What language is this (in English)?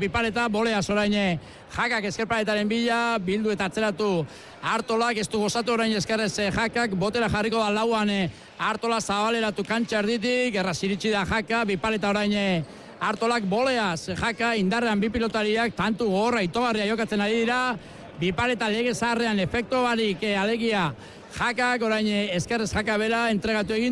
Basque